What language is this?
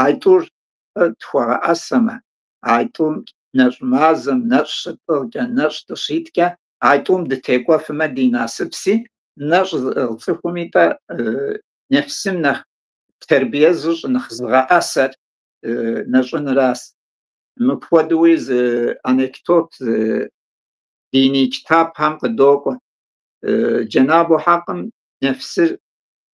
Kabardian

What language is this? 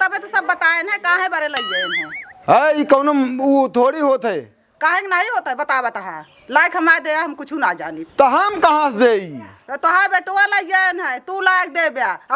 Awadhi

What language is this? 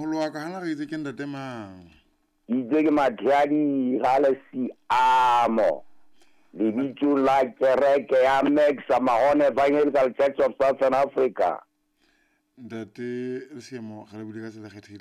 Southern Sotho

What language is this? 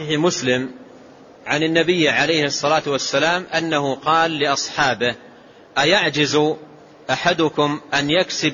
Arabic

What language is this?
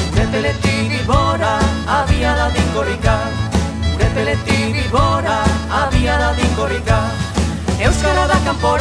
Basque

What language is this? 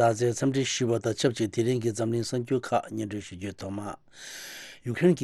Tibetan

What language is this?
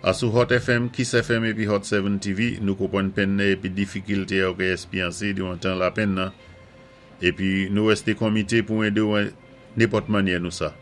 Saint Lucian Creole French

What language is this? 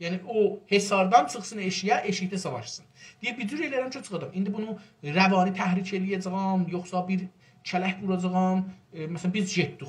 South Azerbaijani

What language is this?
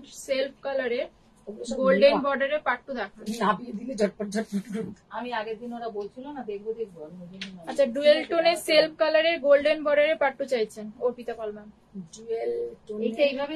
Bangla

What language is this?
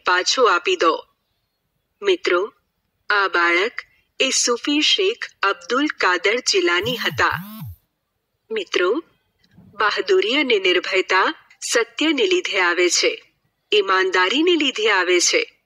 Gujarati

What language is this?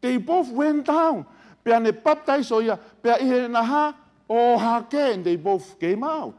Tongan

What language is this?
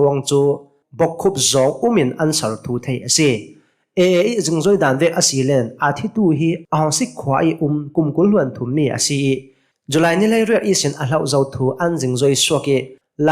Hakha Chin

